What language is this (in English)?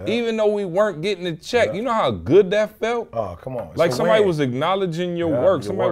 English